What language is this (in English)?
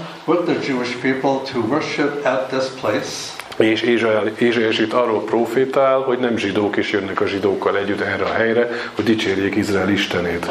Hungarian